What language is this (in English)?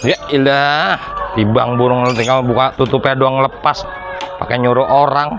Betawi